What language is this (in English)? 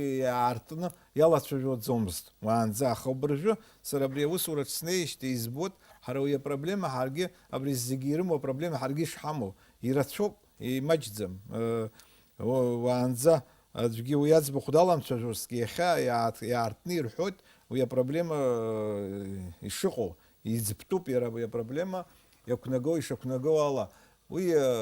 Abkhazian